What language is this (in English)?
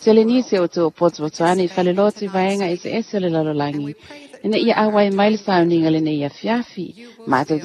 Samoan